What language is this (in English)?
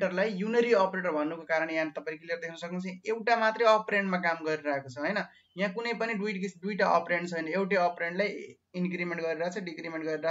Nepali